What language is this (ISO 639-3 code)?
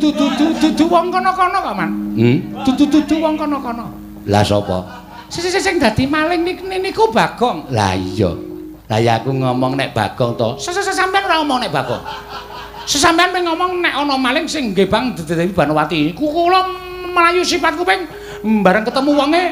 jav